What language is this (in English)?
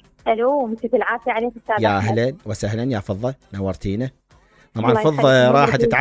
Mesopotamian Arabic